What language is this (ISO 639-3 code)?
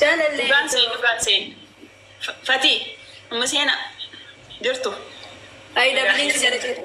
orm